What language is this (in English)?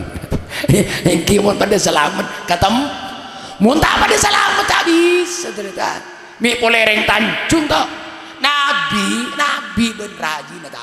Madurese